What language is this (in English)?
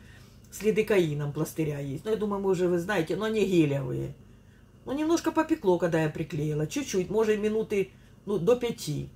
Russian